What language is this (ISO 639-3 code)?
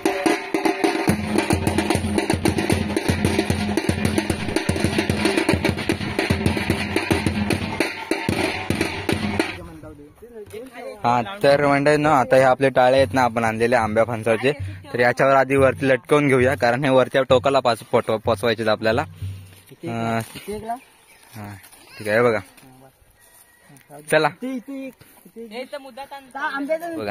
mar